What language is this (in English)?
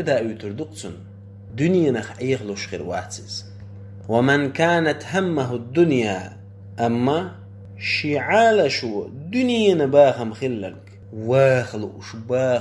Chechen